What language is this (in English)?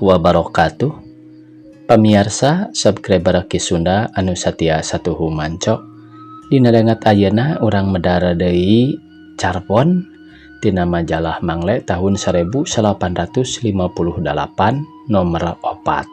Sundanese